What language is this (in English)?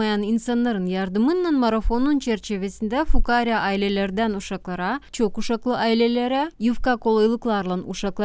Gagauz